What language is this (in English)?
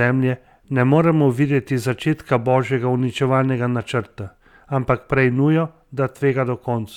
Slovenian